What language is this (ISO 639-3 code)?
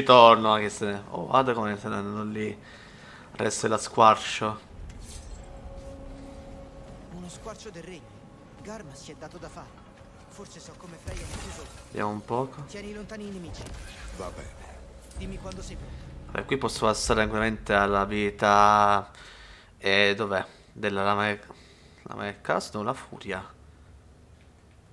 ita